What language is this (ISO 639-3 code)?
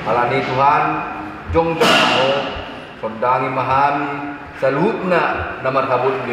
bbc